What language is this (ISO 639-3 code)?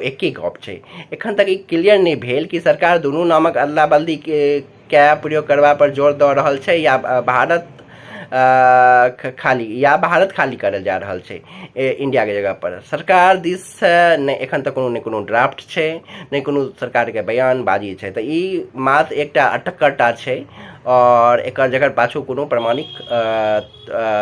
mai